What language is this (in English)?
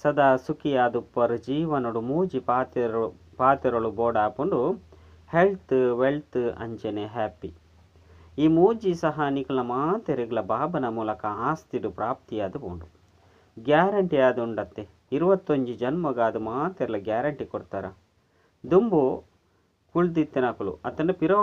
Tulu